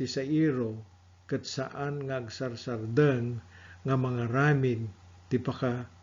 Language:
Iloko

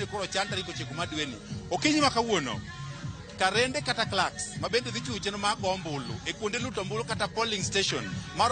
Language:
Luo (Kenya and Tanzania)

